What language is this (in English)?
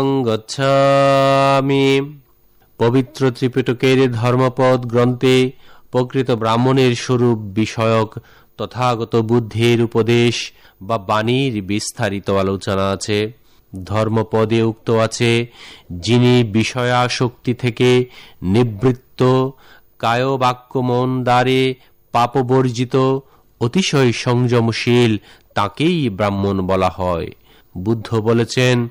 Bangla